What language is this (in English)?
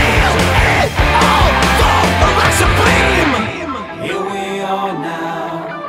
English